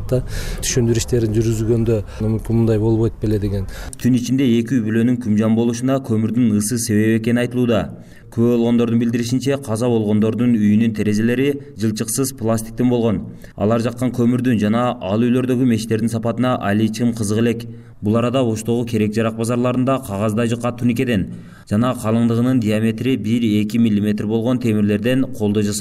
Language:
Kyrgyz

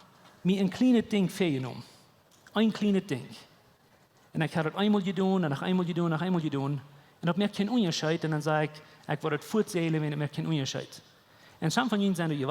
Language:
Plautdietsch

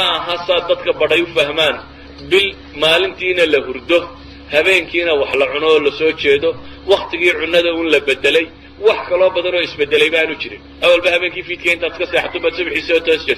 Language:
Somali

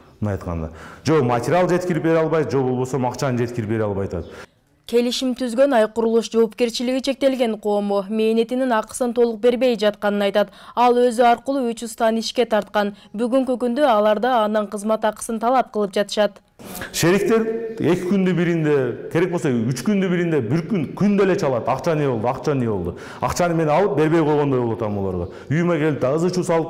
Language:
Kyrgyz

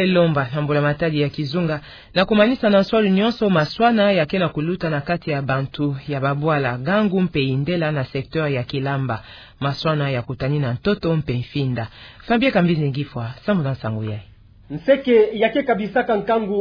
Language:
Kituba (Democratic Republic of Congo)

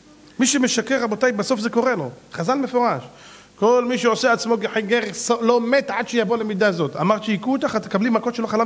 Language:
Hebrew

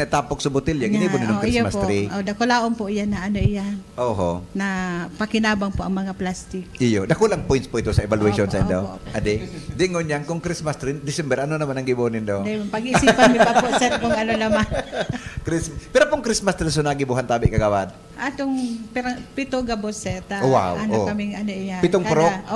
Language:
Bikol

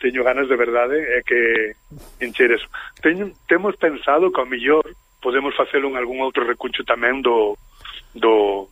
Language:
Galician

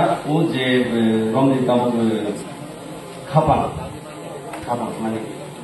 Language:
Kok Borok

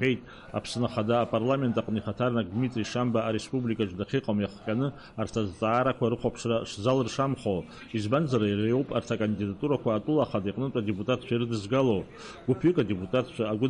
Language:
Abkhazian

